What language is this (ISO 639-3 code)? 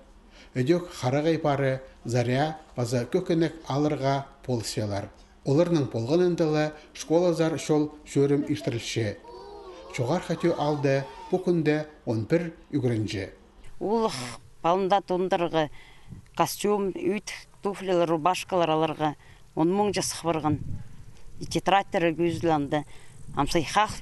kjh